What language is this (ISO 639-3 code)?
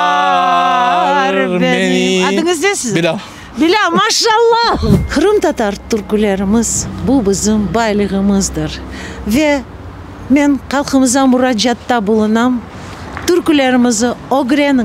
crh